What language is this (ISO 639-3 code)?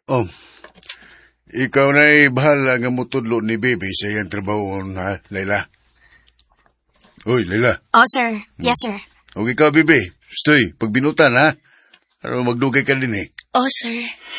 ceb